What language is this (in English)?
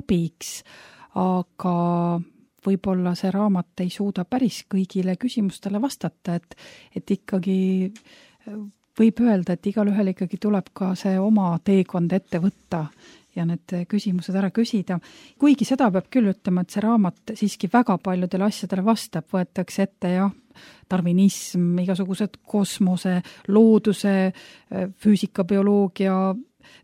Estonian